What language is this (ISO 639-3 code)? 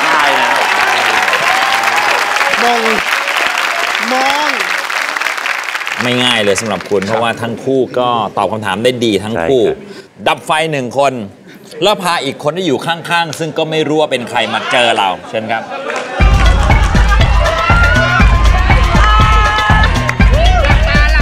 tha